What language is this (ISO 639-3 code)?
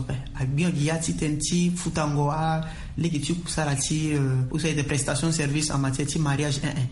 sag